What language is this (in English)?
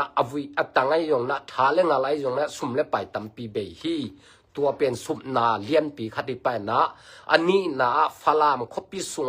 Tedim Chin